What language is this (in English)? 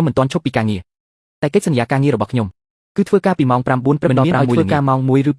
Khmer